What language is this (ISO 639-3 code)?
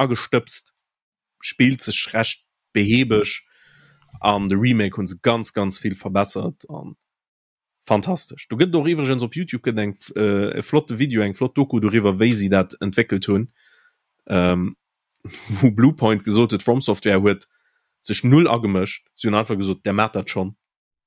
ltz